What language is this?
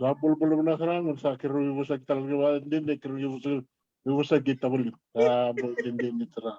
Fijian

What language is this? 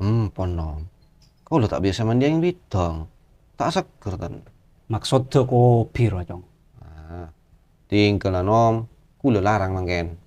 Madurese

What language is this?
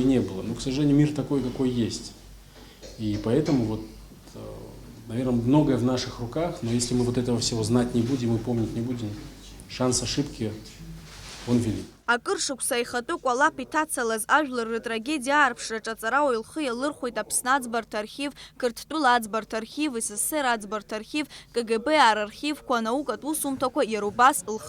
Abkhazian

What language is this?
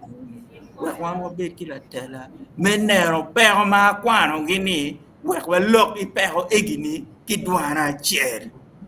Acoli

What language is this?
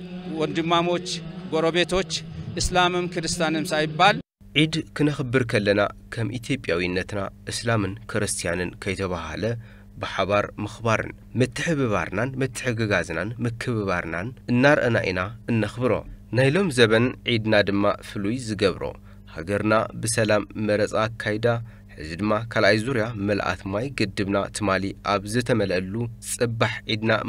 Tigrinya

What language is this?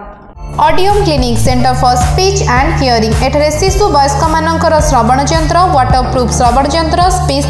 Odia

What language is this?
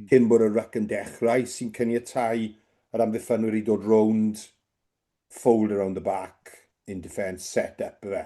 Welsh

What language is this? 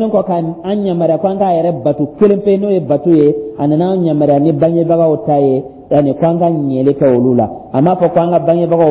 Dyula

